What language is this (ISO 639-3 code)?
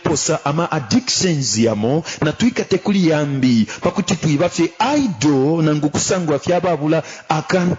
bem